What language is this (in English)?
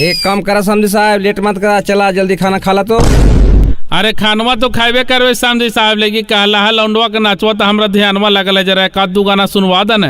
Magahi